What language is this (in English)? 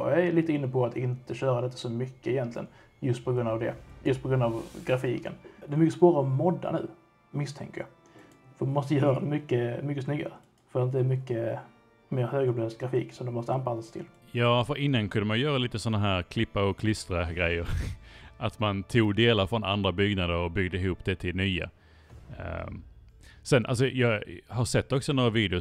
Swedish